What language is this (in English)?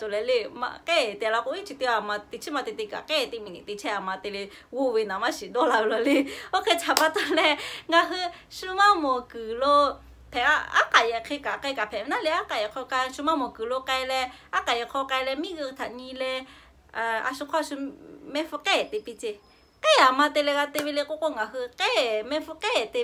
Lahu